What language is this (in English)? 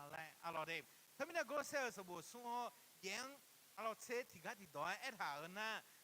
Akha